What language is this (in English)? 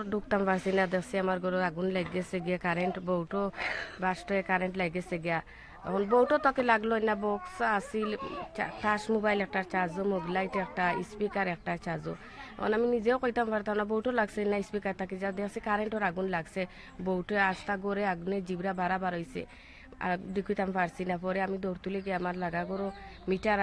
Sylheti